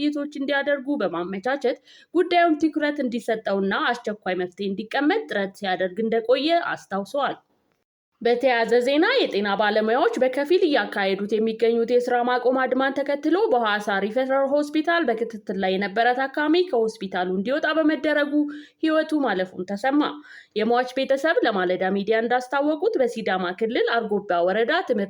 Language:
Amharic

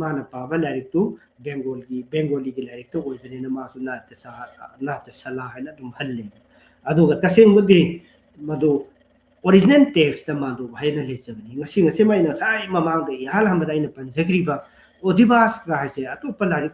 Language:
Manipuri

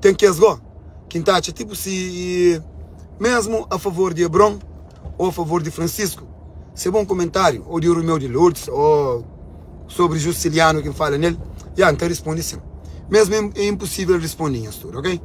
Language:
Kabuverdianu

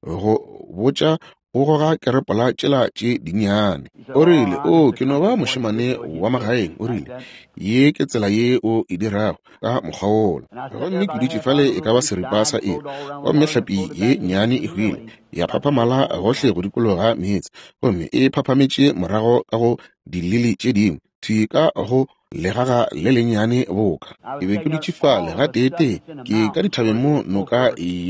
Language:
Northern Sotho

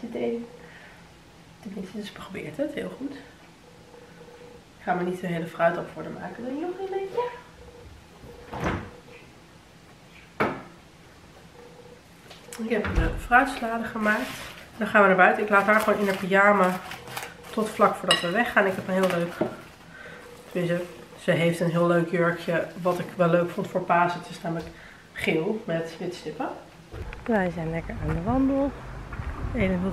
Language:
Dutch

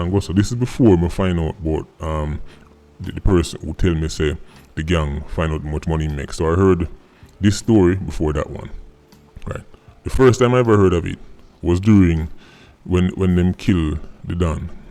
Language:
Jamaican Creole English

